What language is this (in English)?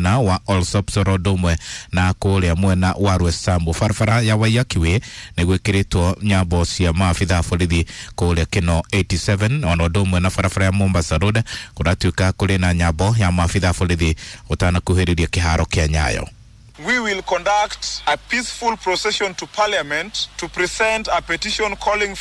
Kikuyu